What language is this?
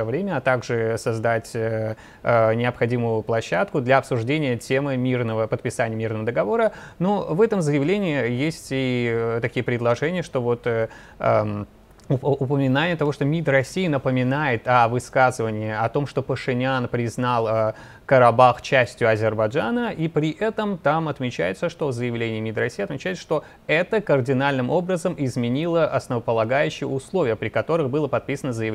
Russian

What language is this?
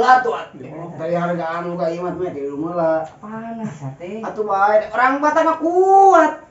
Sundanese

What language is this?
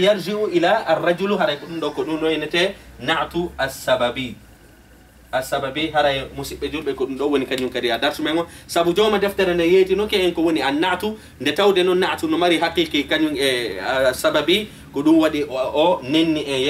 Fula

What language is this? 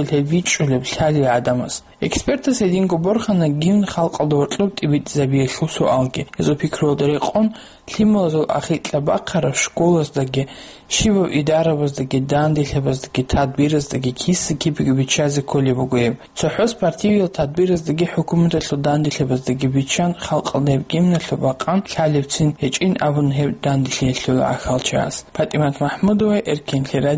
Avaric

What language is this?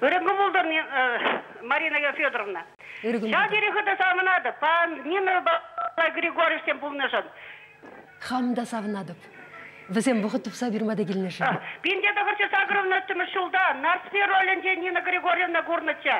Chuvash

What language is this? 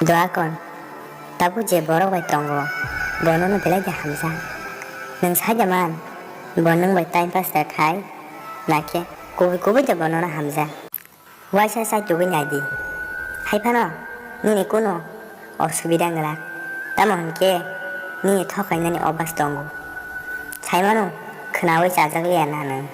Kok Borok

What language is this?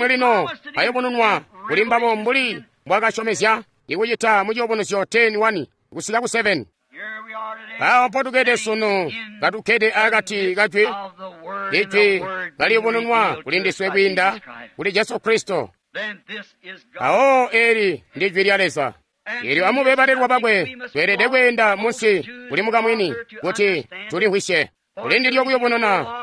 Tonga (Zambia)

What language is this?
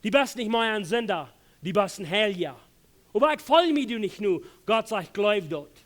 Plautdietsch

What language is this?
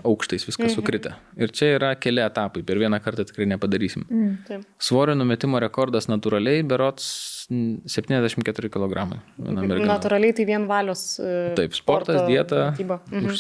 Lithuanian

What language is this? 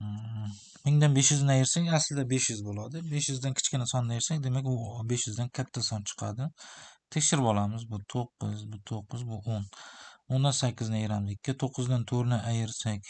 Uzbek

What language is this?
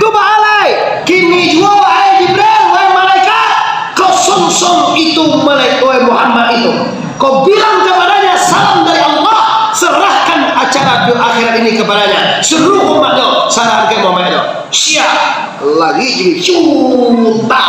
Minangkabau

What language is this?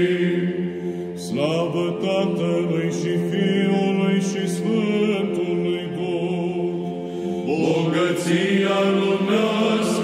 Romanian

